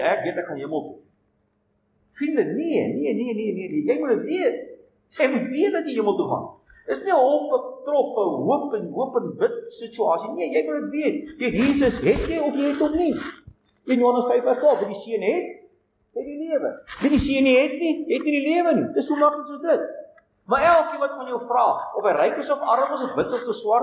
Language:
Afrikaans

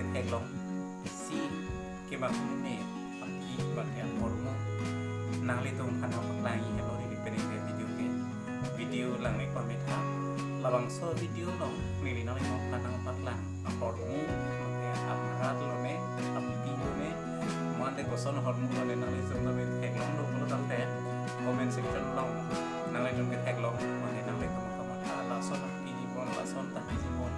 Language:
Karbi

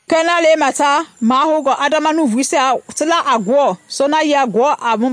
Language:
Mende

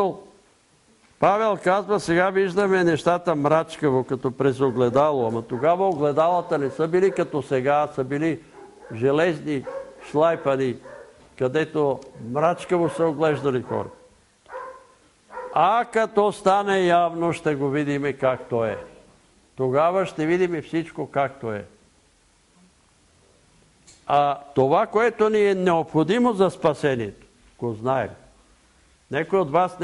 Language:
Bulgarian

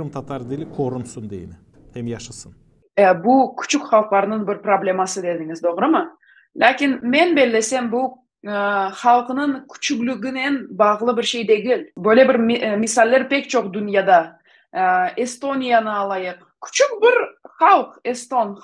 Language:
Gagauz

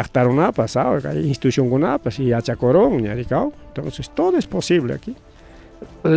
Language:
Ayacucho Quechua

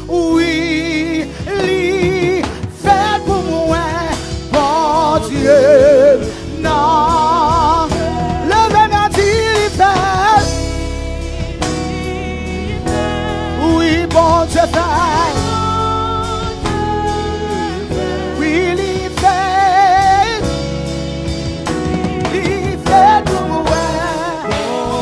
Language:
French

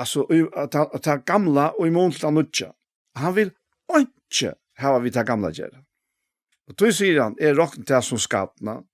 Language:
Faroese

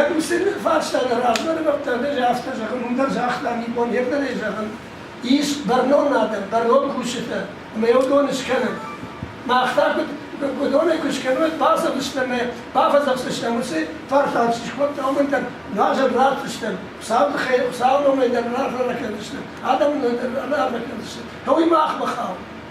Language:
Ossetic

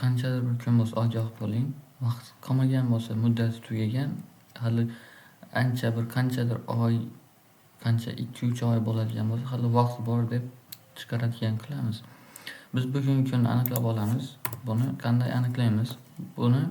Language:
Uzbek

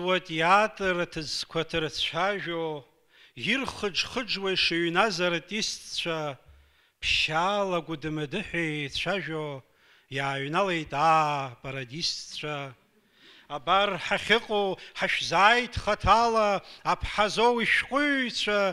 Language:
Abkhazian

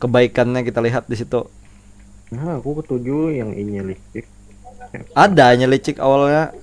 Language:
Banjar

